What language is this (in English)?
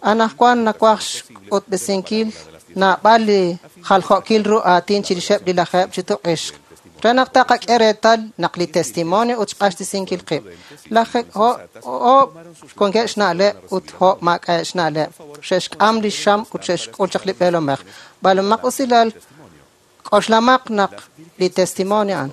Kekchí